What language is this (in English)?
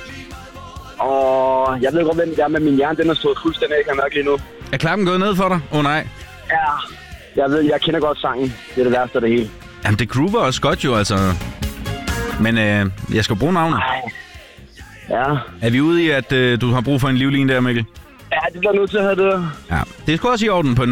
Danish